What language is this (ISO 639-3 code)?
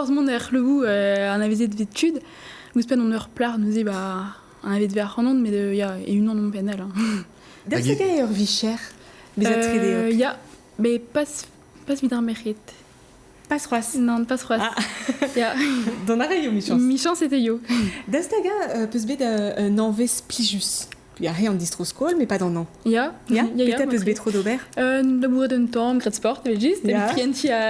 bre